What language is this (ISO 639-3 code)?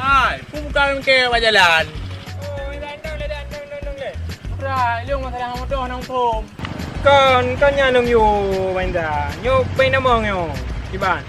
ace